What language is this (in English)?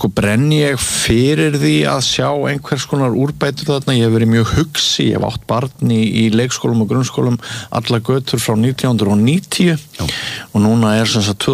Icelandic